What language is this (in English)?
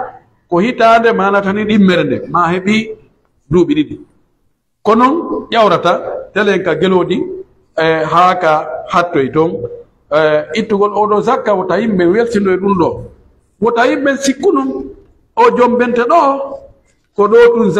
Pular